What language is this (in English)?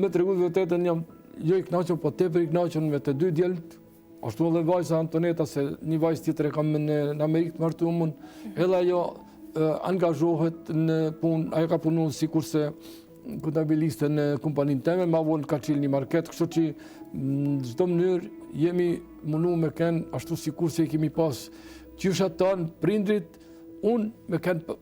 Albanian